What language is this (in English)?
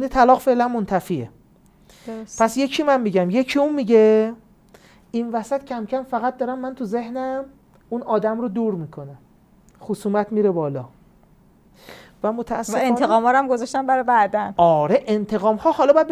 Persian